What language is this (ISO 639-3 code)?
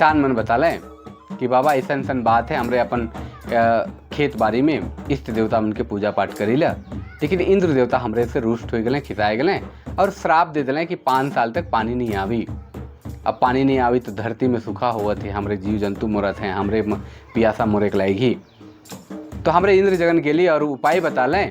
sck